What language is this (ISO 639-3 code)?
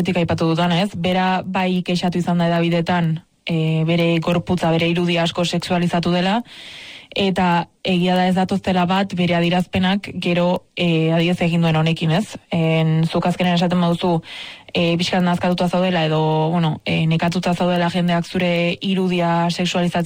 eus